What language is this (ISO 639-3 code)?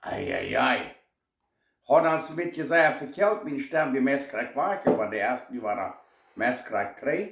pdt